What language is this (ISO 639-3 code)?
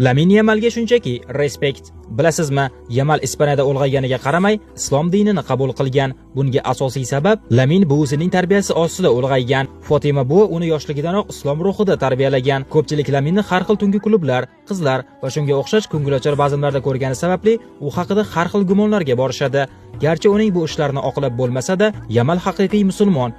uzb